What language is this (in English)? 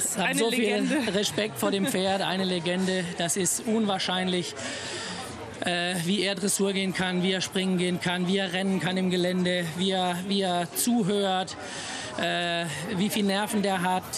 German